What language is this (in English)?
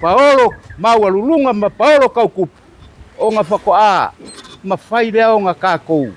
Samoan